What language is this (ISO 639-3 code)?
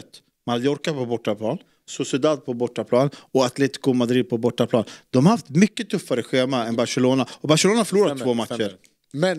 swe